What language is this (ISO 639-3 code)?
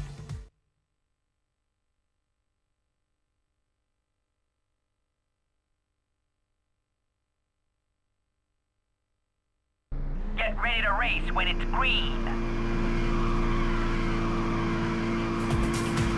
eng